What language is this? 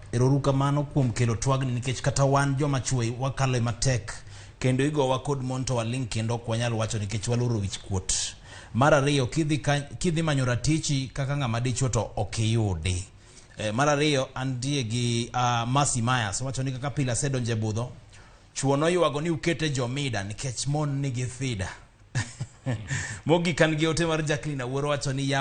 Luo (Kenya and Tanzania)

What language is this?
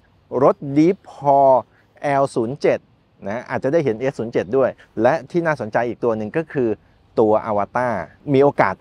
Thai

